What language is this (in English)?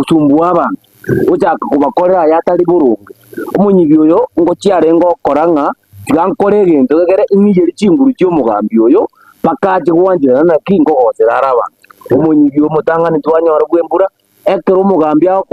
Gusii